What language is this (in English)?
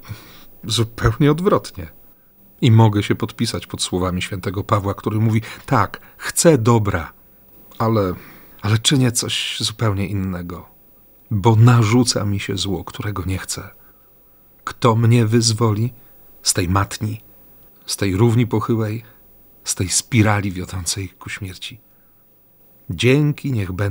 Polish